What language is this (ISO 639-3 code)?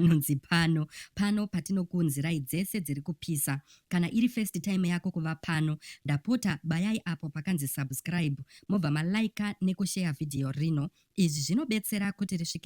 sna